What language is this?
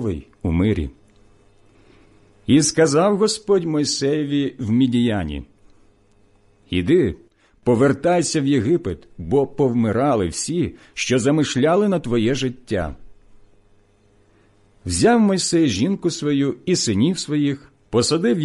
Ukrainian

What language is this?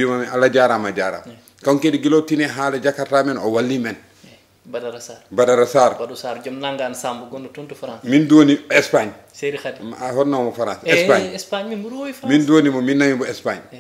Fula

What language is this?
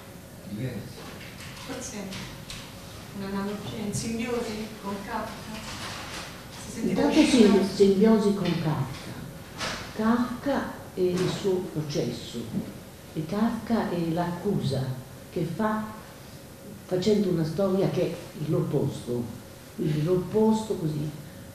Italian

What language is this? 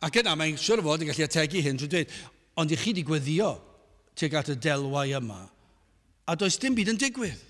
Welsh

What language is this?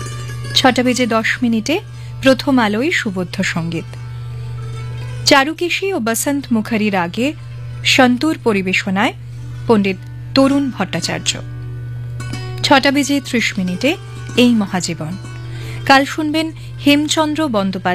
Bangla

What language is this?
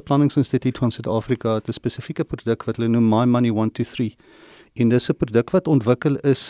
Afrikaans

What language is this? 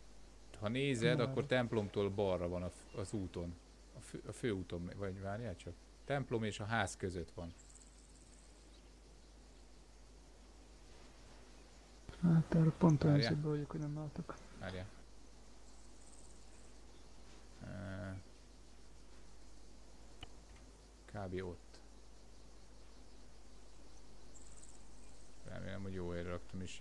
Hungarian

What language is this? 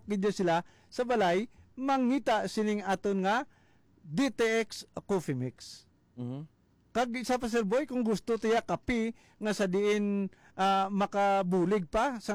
Hiligaynon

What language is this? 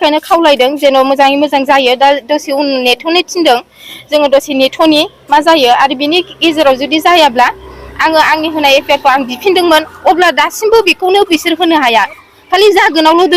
Bodo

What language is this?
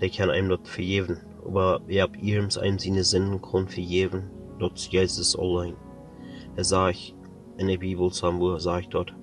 Plautdietsch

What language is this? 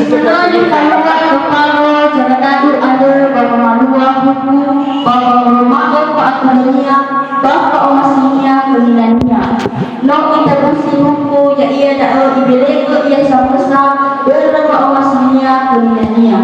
Nias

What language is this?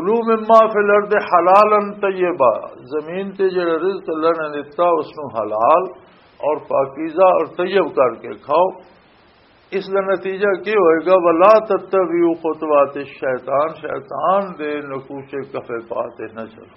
Western Panjabi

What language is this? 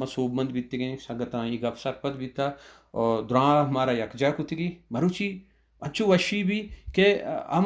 Baluchi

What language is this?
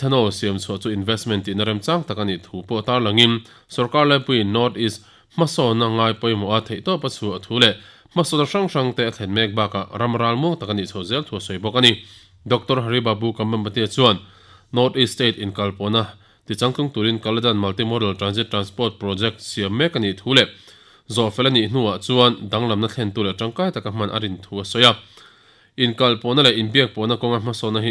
Mizo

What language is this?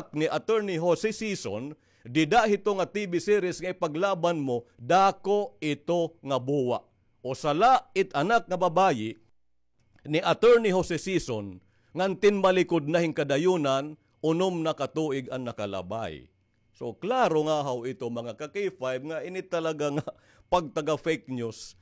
Waray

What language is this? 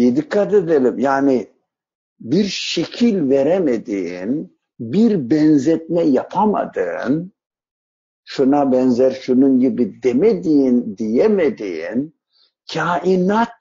Turkish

